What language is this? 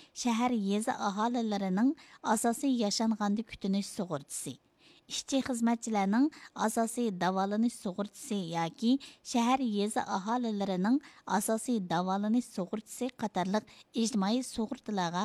Uyghur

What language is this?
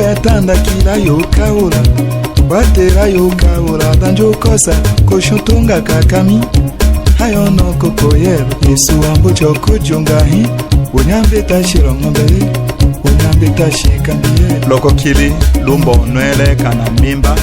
Tetela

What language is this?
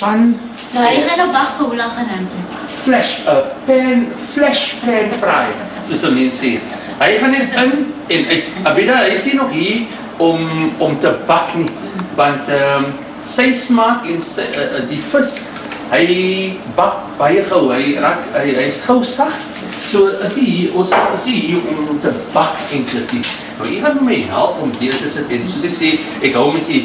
Afrikaans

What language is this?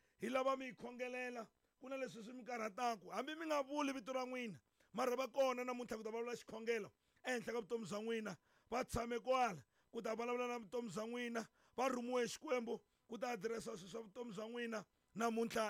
Tsonga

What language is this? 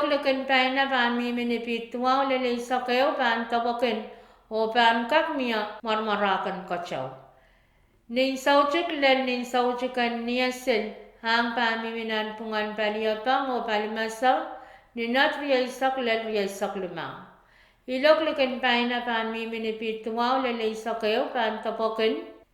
Pohnpeian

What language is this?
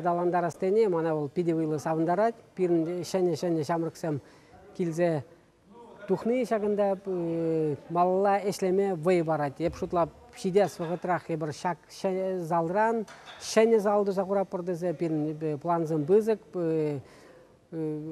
Chuvash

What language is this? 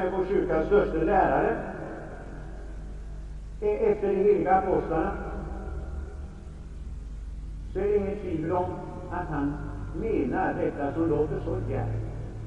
Swedish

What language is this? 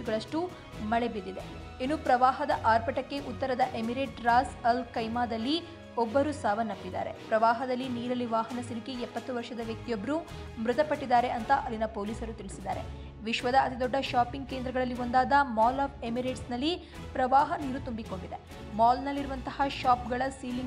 Kannada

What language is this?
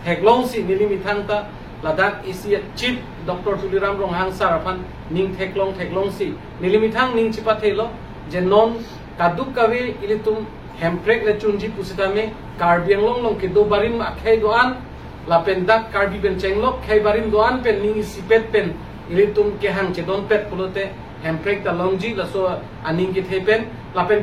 Karbi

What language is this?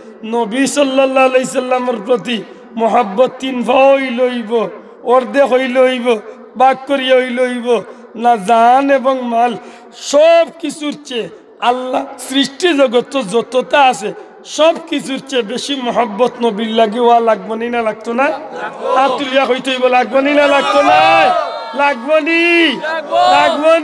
Sylheti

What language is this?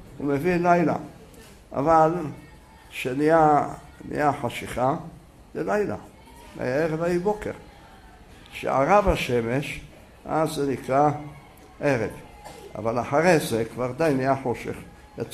Hebrew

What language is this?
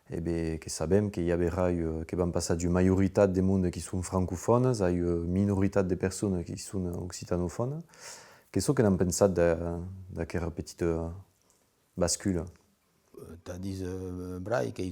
Occitan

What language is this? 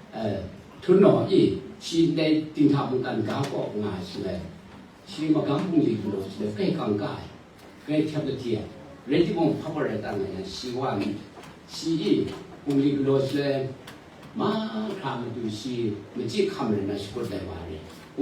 Kachin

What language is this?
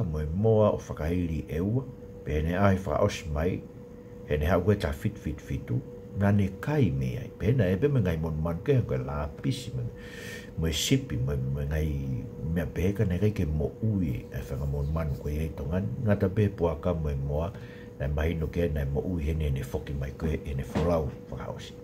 Tongan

